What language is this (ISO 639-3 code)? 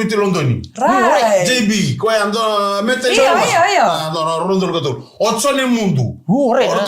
fij